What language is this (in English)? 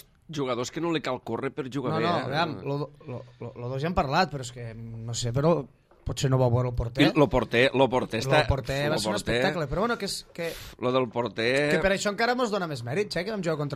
Catalan